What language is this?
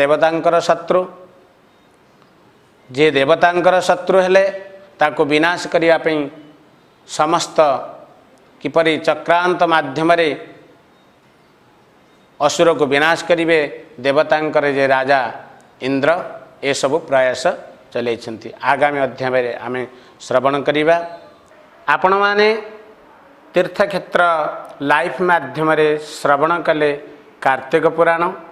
Odia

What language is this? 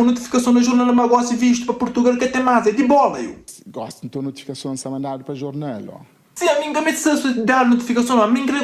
Kabuverdianu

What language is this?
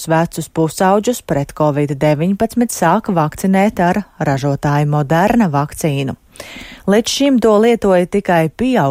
Latvian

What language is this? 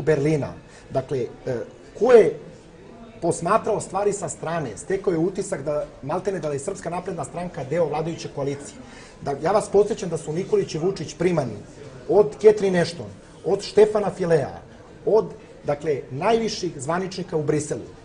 Serbian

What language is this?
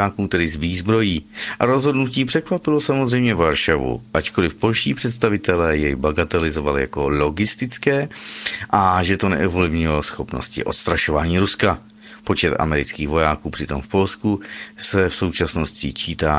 Czech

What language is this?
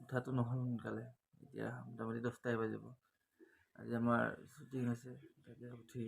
Assamese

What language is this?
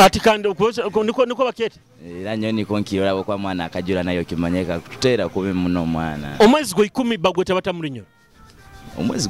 Nyoro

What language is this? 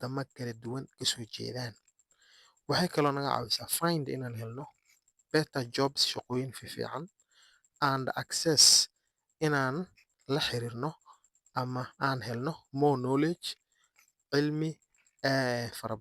Somali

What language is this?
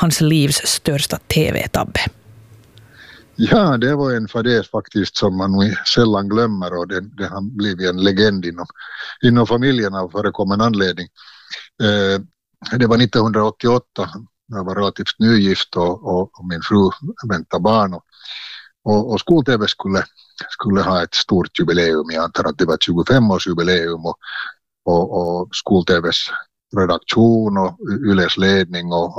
Swedish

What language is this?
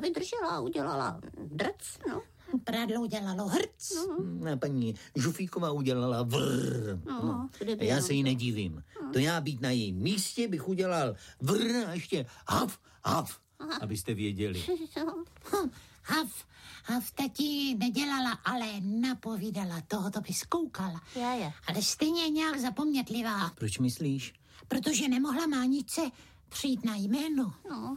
Czech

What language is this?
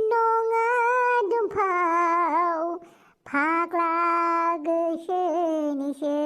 Bodo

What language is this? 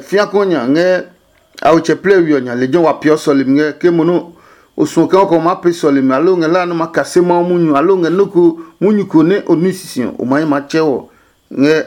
Adangme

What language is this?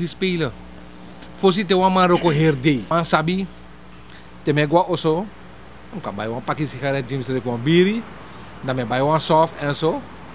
Sranan Tongo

